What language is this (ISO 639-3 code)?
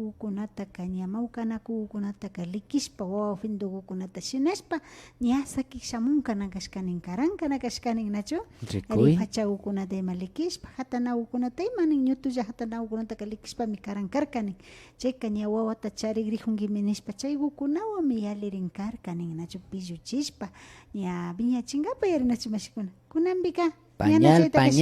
qvi